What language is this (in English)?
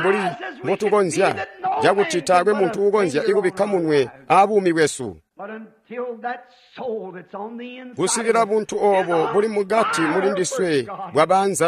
Tonga (Zambia)